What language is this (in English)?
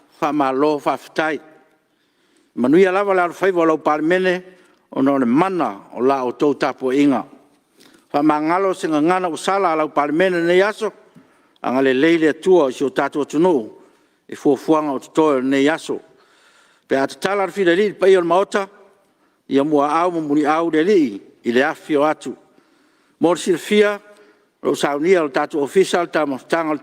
Samoan